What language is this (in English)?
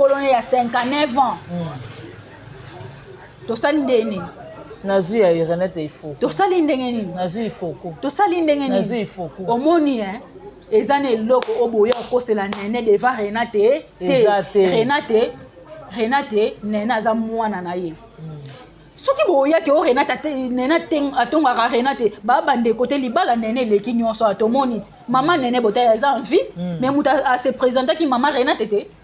Lingala